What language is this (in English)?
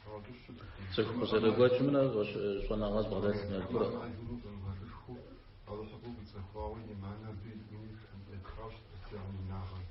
Kabardian